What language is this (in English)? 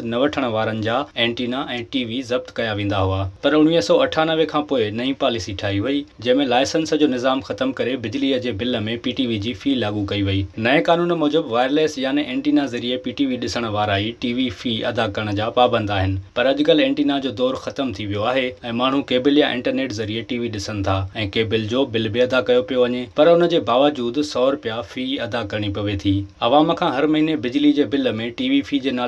Sindhi